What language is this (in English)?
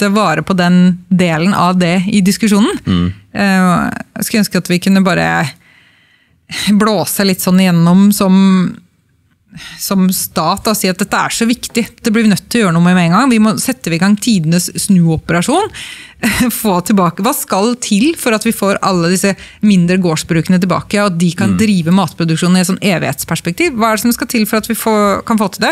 Norwegian